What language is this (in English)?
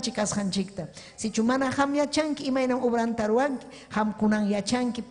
Ayacucho Quechua